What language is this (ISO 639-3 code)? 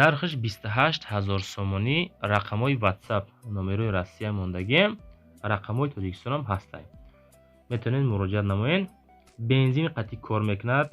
tgk